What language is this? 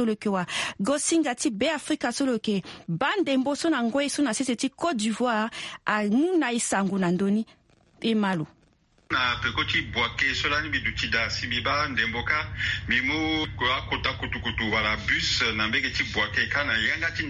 Sango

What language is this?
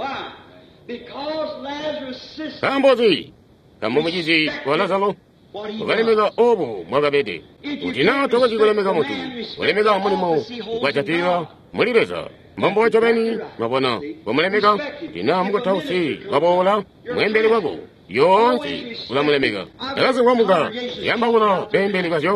Tonga (Zambia)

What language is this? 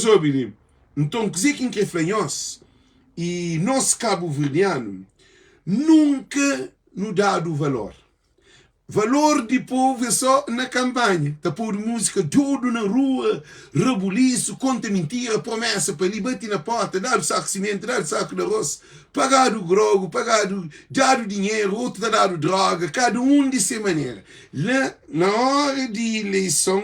Kabuverdianu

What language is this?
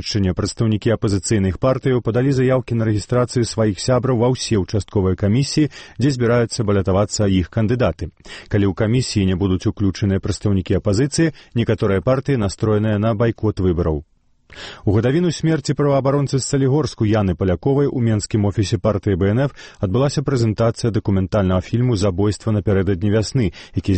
Belarusian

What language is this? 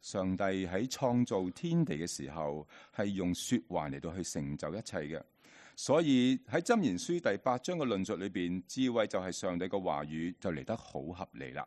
Cantonese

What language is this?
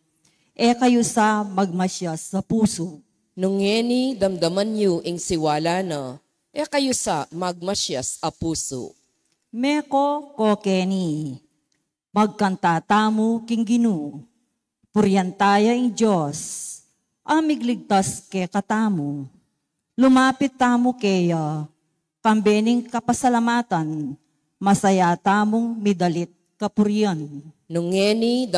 Pampanga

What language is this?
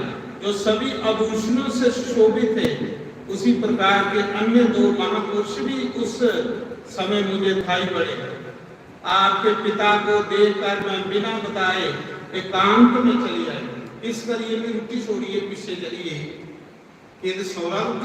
Dogri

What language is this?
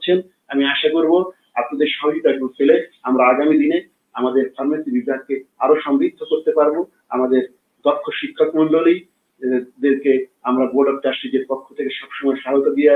Bangla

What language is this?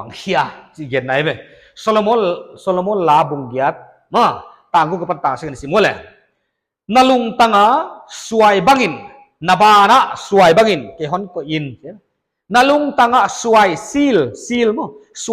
Paite Chin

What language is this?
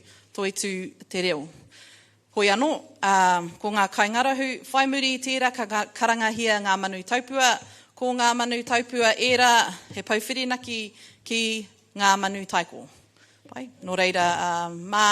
Māori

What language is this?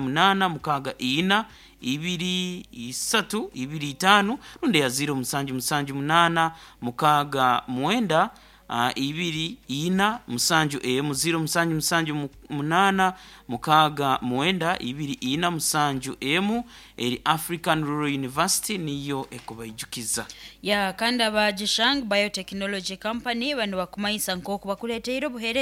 Nyoro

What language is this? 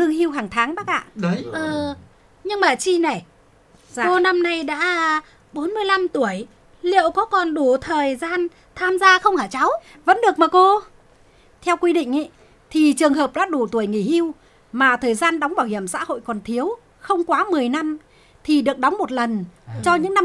Vietnamese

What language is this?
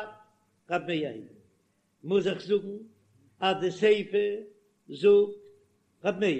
Yiddish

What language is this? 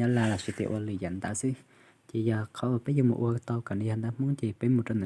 Hmong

